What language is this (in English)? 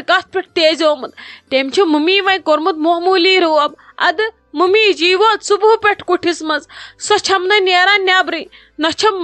Kashmiri